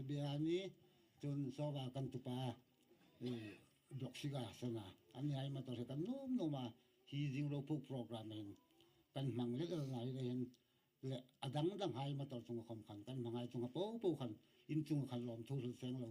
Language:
Hmar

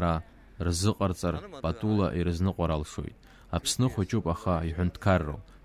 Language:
Abkhazian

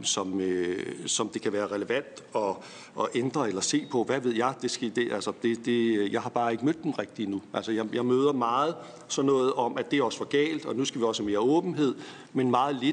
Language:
Danish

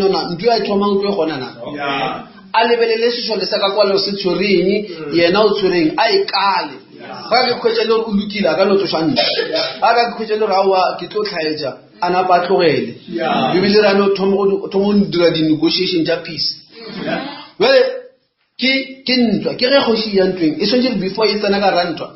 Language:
Northern Sotho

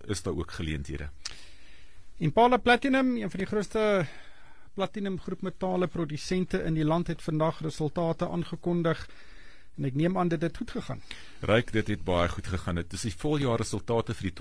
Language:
Afrikaans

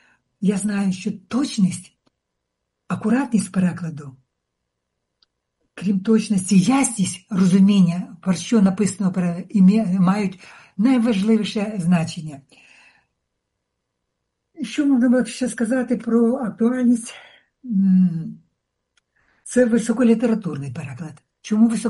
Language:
Ukrainian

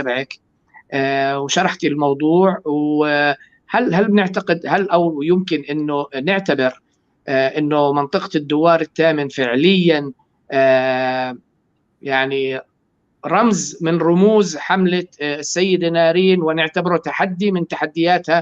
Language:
North Levantine Arabic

